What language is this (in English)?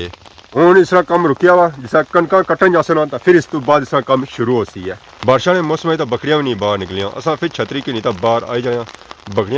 Pahari-Potwari